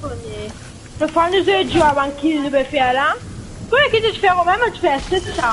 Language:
Morisyen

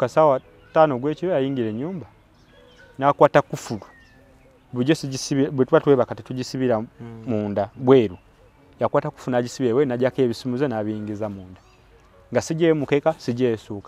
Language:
Ganda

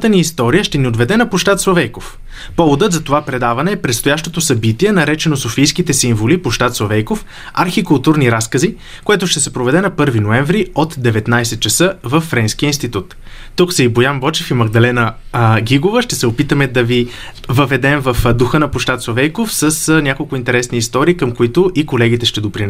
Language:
Bulgarian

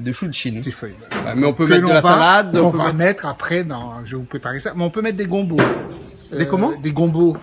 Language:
Réunion Creole French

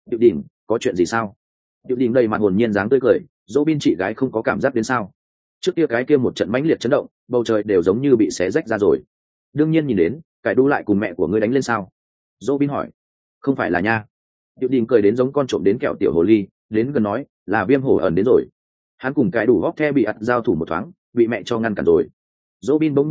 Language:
Vietnamese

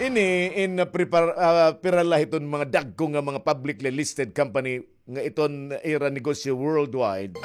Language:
Waray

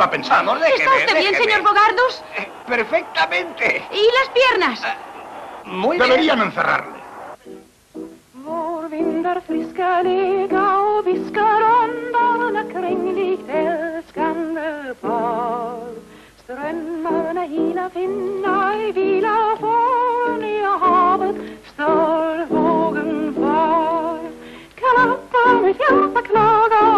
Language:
Spanish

